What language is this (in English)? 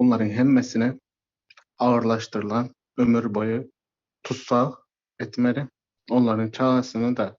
Turkmen